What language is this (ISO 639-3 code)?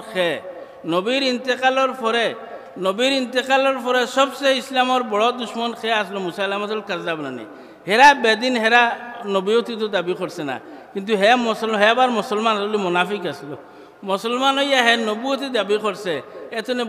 syl